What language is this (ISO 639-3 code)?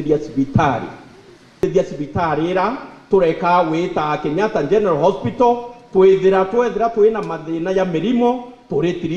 mer